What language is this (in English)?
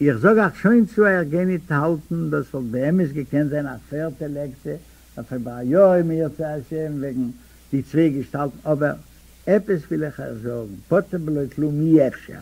Yiddish